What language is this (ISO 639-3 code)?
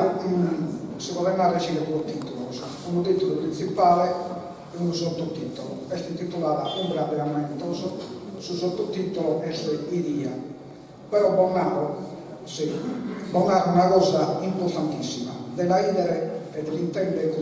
srd